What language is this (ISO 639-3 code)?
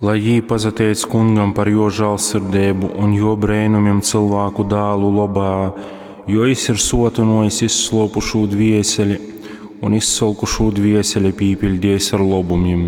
ltg